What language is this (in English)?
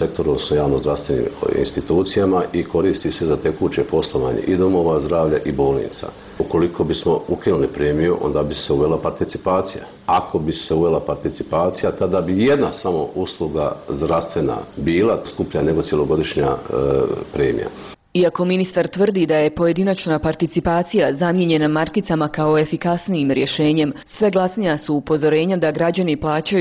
Bosnian